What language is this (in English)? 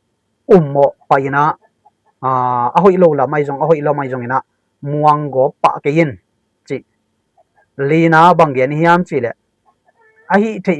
Tedim Chin